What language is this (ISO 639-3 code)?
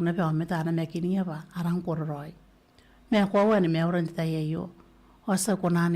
gil